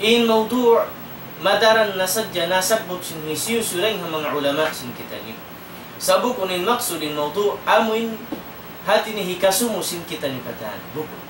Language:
Tausug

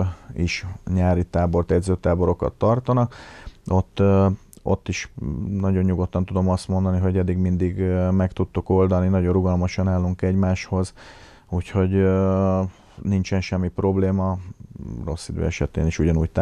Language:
Hungarian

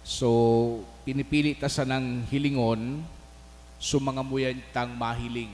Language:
Bikol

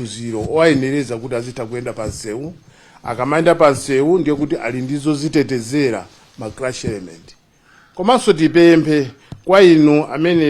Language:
Nyanja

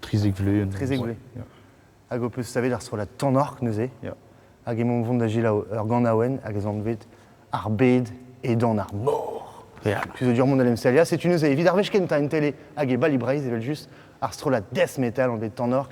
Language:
Breton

